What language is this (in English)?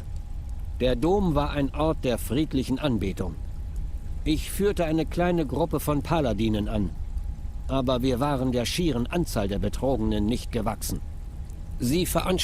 Swiss German